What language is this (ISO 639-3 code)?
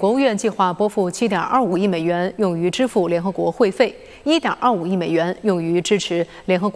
zho